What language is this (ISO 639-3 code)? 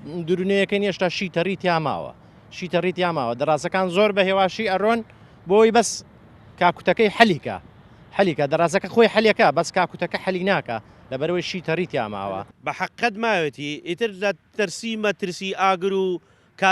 ckb